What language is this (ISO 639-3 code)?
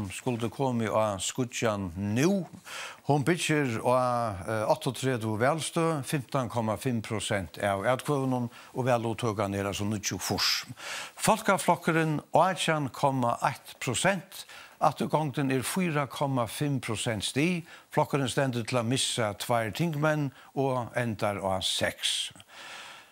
fao